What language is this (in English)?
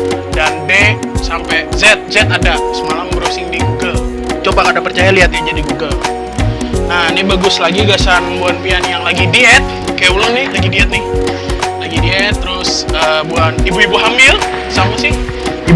Banjar